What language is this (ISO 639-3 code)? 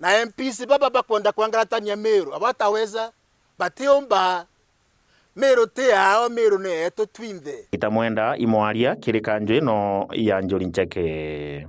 mer